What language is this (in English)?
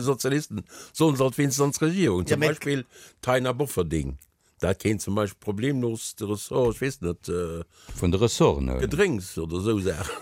Luxembourgish